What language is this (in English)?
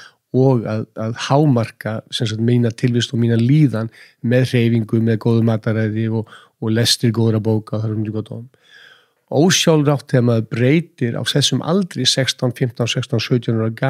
Icelandic